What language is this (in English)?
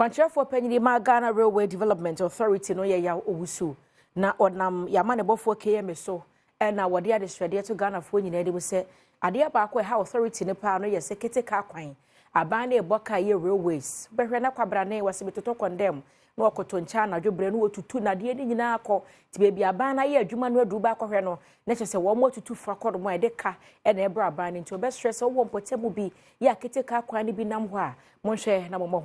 Akan